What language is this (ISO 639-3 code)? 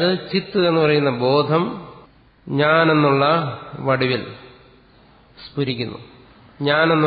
mal